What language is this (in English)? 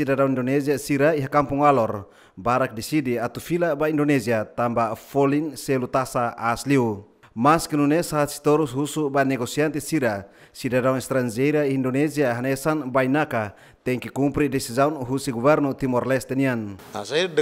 Tetum